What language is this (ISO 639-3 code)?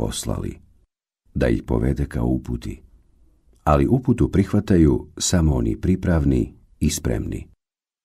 bos